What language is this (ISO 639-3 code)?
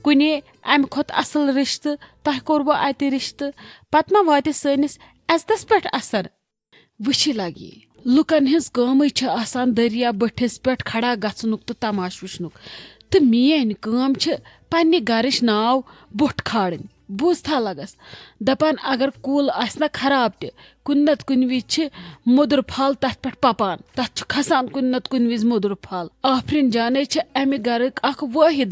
kas